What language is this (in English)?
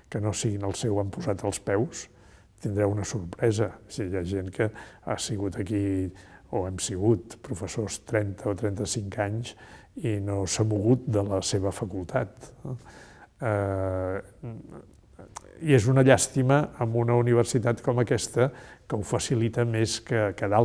Catalan